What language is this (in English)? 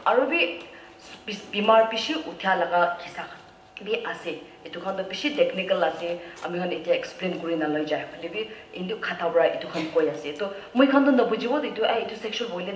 Naga Pidgin